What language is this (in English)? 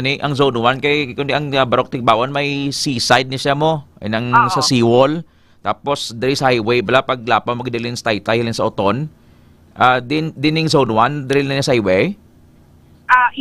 Hiligaynon